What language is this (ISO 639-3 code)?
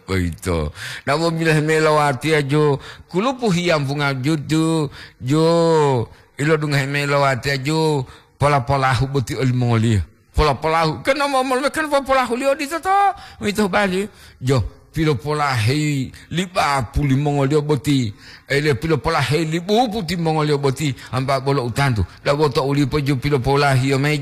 gor